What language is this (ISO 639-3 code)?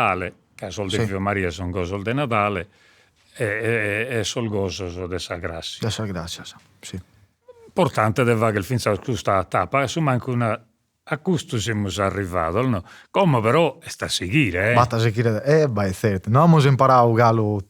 srd